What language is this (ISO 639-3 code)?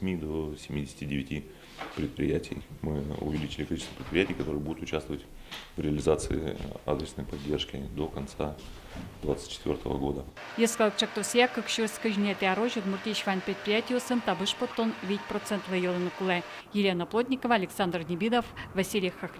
udm